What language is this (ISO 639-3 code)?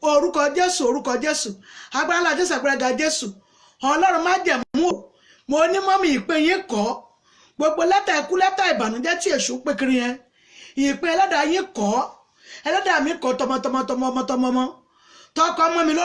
yor